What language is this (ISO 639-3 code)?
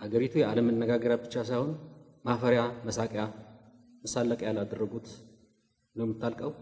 amh